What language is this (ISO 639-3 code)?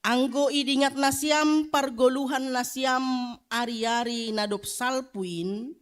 bts